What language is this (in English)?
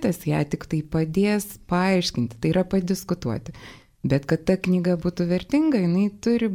Lithuanian